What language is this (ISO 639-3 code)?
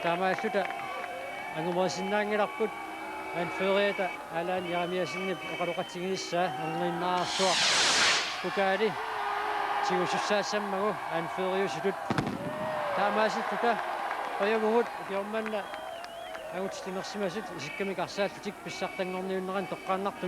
kal